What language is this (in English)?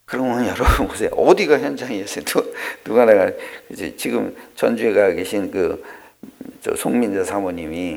Korean